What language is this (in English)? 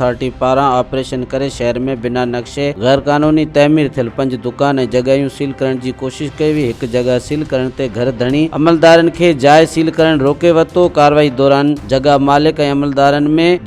Sindhi